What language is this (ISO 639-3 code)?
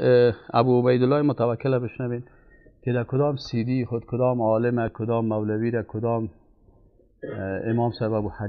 fas